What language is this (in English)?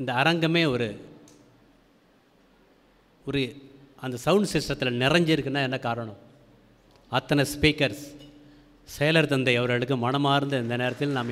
Tamil